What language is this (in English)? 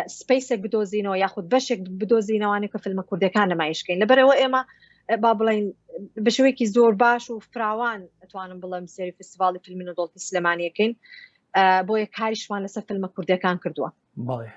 Central Kurdish